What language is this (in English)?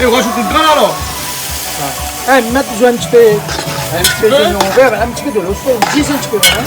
Réunion Creole French